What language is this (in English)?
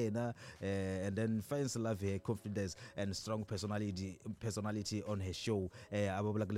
Tsonga